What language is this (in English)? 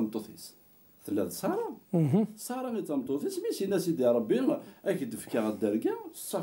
Kabyle